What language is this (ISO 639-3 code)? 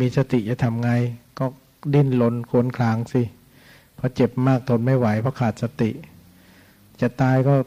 tha